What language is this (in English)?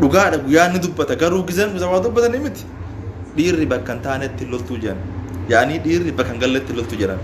Oromo